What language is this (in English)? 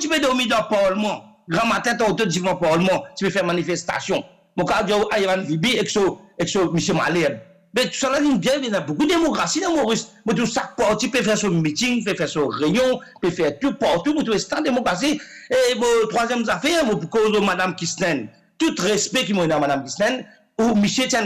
Morisyen